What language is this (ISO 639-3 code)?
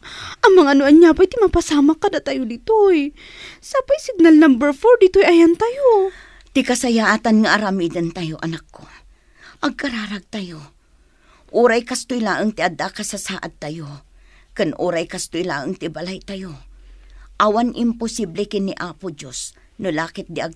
ilo